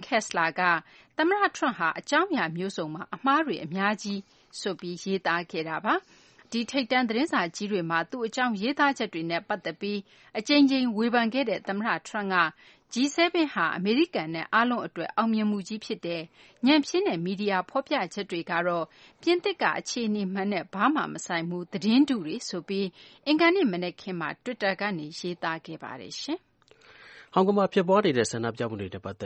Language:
Burmese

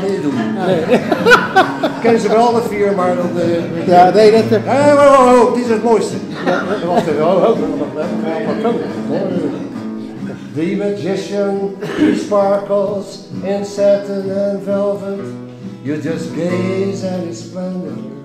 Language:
Dutch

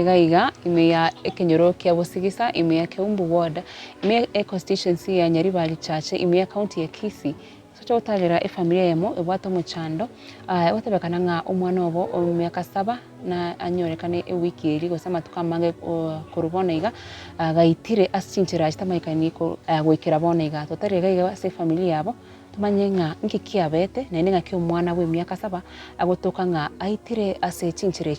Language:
Gusii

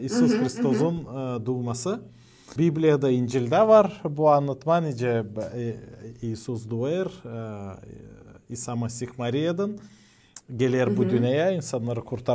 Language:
Gagauz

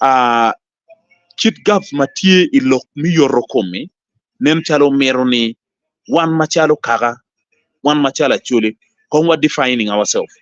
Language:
Acoli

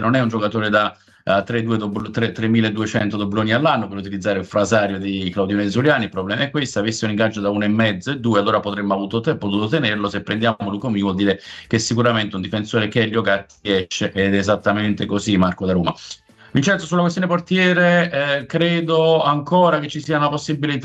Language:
Italian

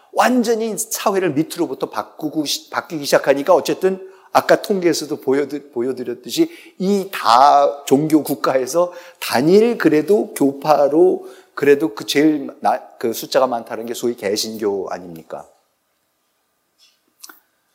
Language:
Korean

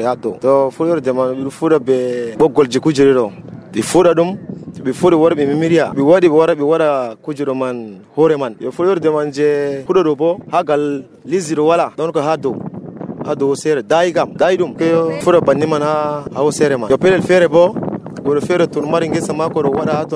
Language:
Nigerian Fulfulde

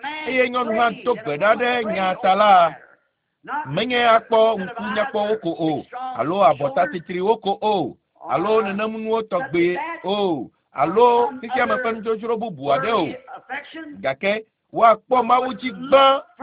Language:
Ewe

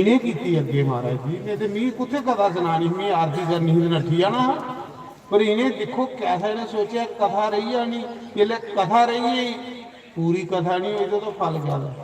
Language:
Dogri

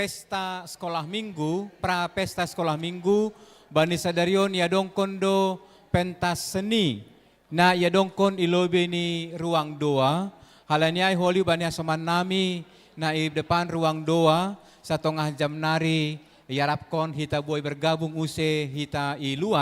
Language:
Batak Simalungun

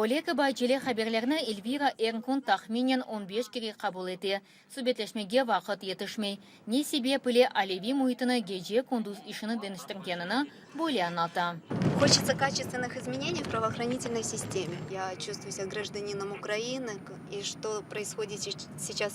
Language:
Crimean Tatar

